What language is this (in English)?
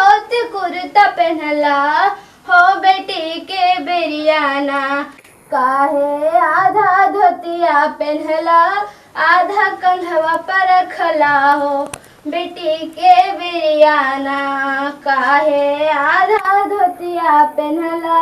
Magahi